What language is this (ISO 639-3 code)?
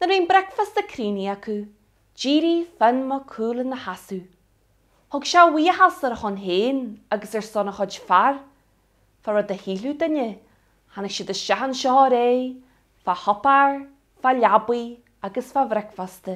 gle